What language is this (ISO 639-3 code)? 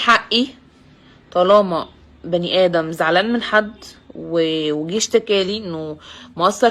arz